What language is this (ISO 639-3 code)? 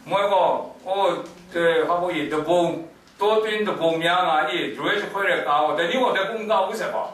kac